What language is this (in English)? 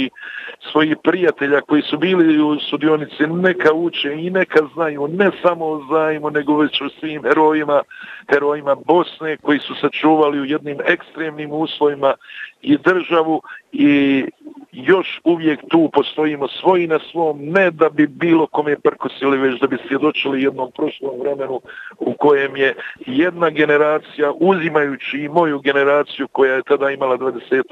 Bosnian